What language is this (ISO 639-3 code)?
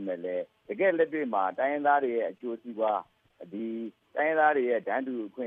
mya